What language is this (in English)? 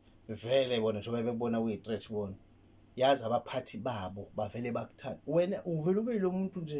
Zulu